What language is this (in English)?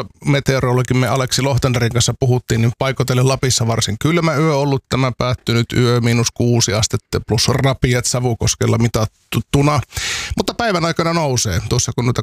Finnish